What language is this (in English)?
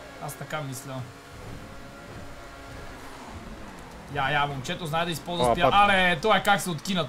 Bulgarian